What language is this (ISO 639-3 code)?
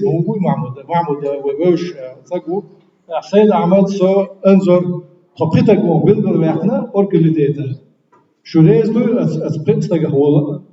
che